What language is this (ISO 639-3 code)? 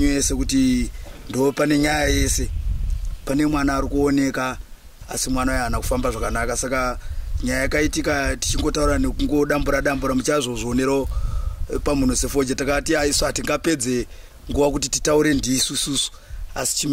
sna